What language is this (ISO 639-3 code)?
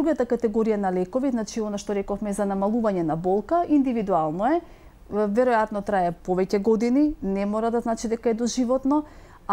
mkd